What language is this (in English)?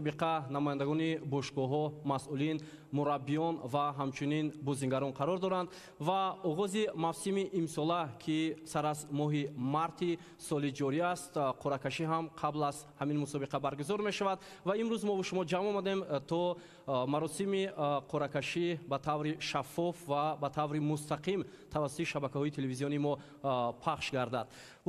Tajik